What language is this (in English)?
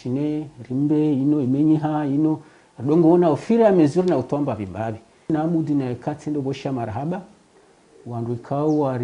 Ngazidja Comorian